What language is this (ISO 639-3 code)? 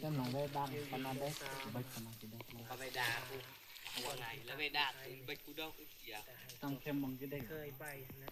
tts